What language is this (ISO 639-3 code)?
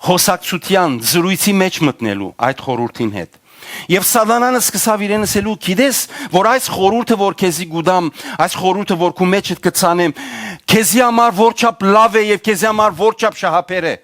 hyw